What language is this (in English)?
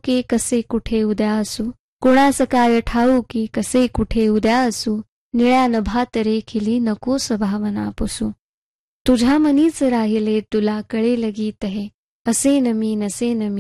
Marathi